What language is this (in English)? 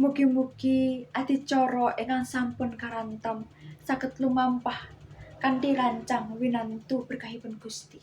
Javanese